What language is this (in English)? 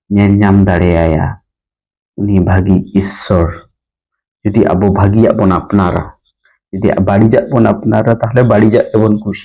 Santali